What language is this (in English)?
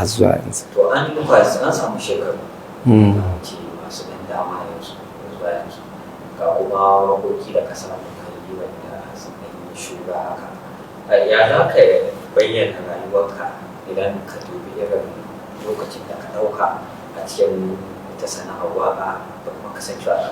Hausa